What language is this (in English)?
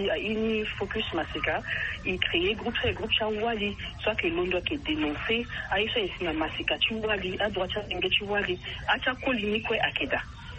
Sango